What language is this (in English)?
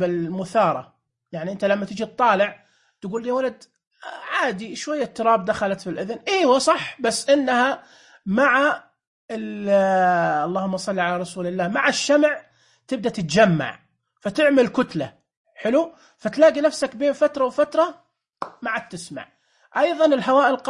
Najdi Arabic